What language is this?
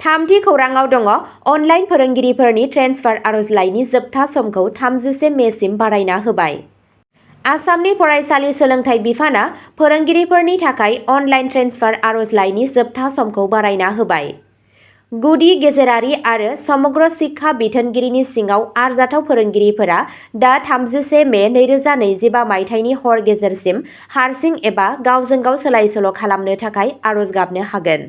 Bodo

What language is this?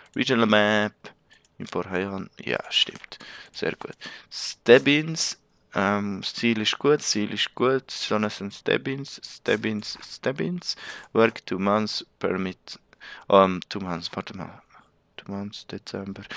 Swiss German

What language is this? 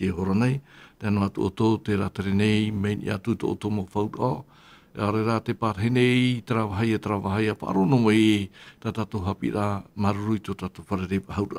Tahitian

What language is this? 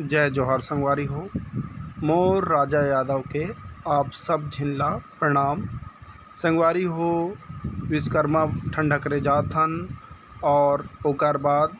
Chhattisgarhi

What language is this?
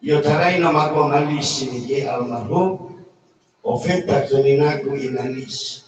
Nias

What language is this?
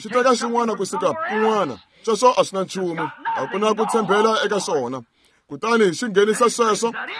Tsonga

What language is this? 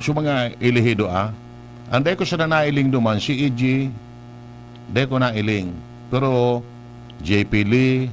Bikol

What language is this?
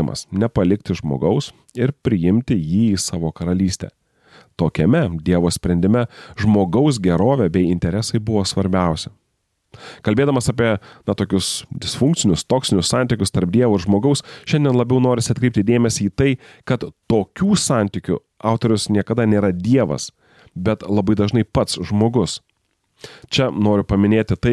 Lithuanian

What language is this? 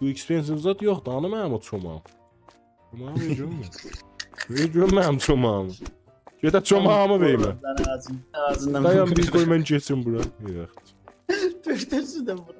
South Azerbaijani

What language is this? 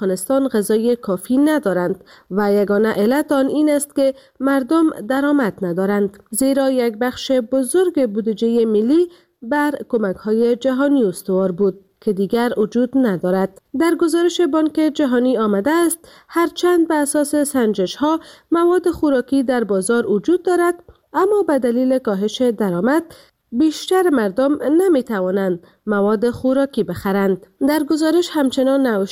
Persian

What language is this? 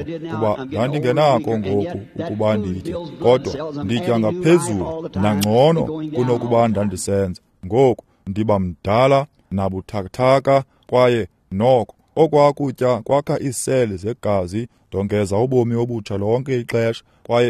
Xhosa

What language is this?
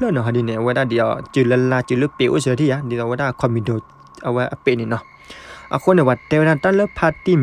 S'gaw Karen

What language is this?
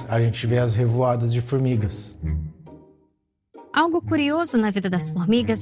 Portuguese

